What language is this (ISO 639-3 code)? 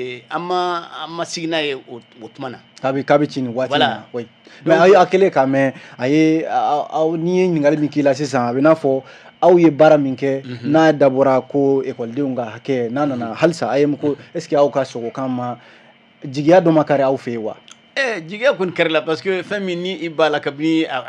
bam